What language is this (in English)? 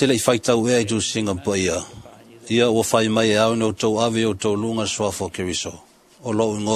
Samoan